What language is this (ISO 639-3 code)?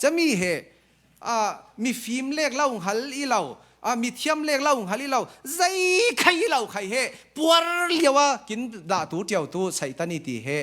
cfm